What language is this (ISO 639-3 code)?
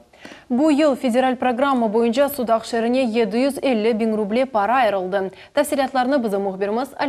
crh